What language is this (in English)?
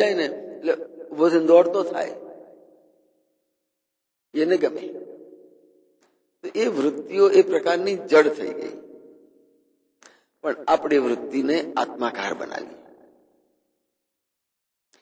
Gujarati